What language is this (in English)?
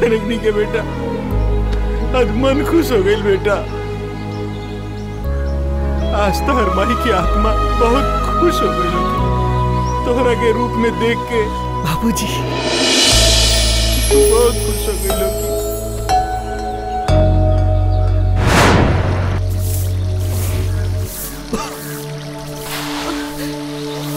Bhojpuri